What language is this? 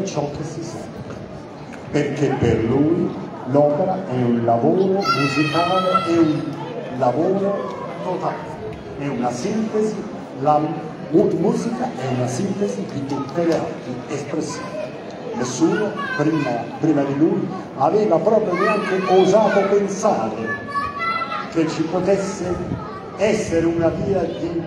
Italian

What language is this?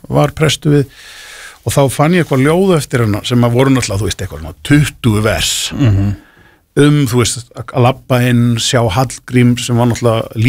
Icelandic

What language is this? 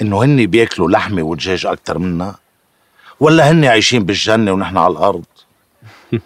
North Levantine Arabic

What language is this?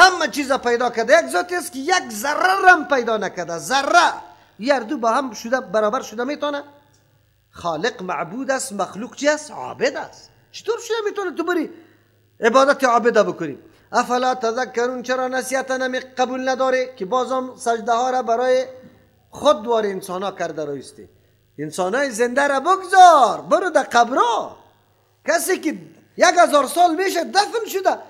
Persian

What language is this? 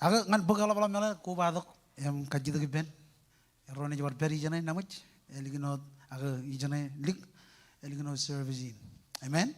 Marshallese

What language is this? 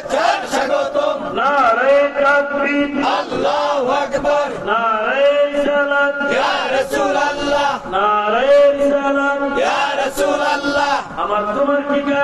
Bangla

